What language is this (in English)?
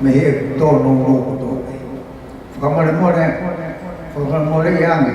Tongan